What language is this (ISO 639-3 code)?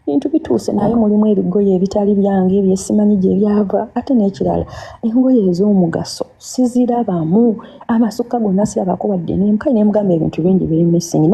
lug